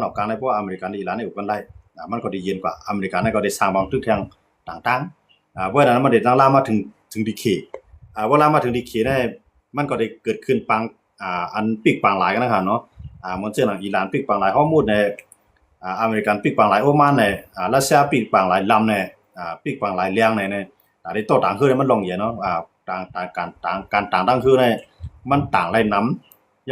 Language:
Shan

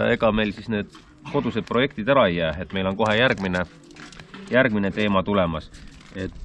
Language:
Estonian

